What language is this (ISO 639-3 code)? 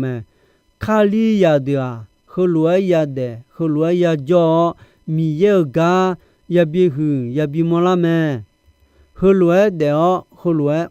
ahk